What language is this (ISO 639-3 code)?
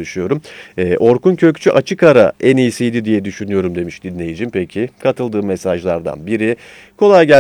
tur